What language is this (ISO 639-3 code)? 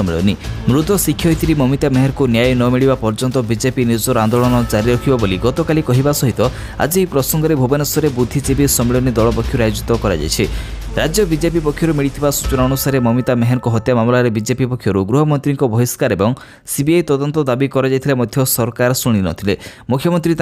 ori